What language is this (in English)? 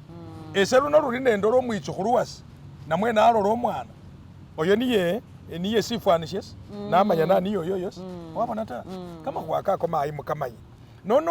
Masaaba